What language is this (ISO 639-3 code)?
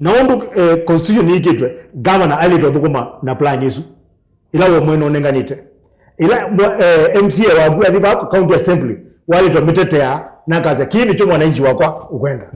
kam